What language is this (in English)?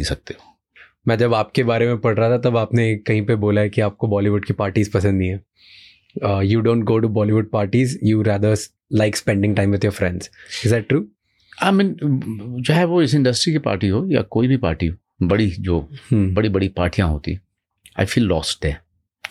Hindi